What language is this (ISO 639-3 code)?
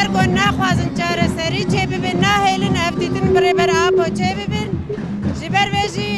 kur